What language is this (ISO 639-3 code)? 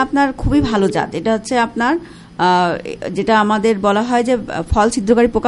ben